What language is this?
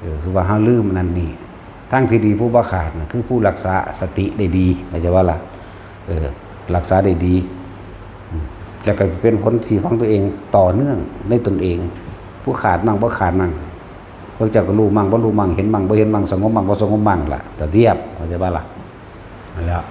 Northeastern Thai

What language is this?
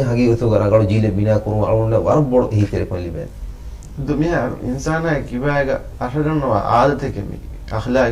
Divehi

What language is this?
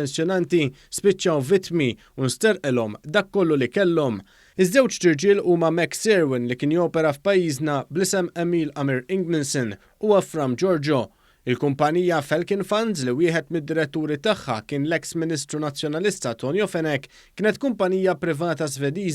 Maltese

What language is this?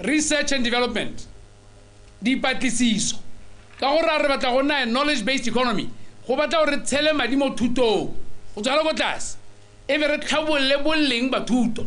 Tswana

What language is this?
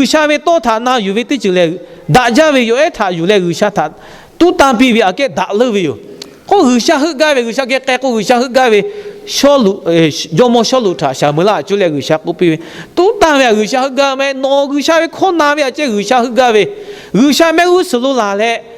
Lahu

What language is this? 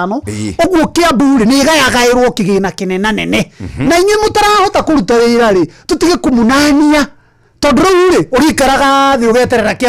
Kikuyu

